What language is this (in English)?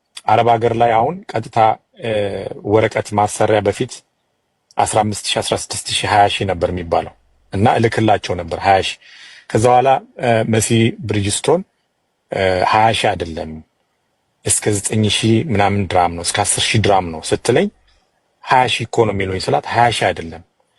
Amharic